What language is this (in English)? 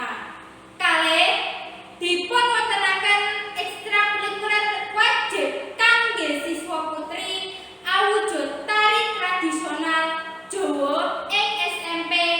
Javanese